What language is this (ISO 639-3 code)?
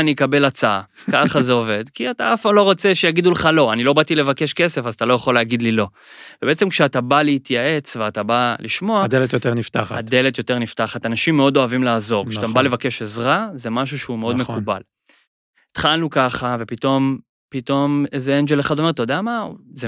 heb